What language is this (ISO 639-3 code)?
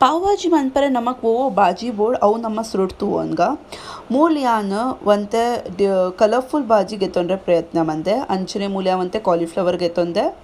tcy